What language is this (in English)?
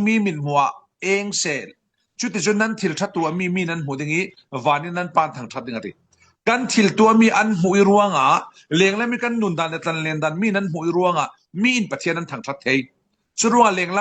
Falam Chin